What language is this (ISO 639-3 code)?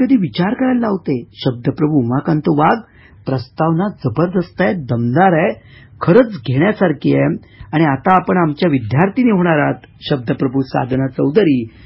mar